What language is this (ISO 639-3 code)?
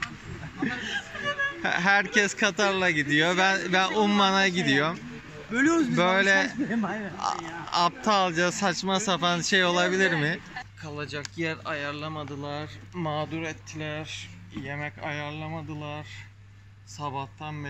tur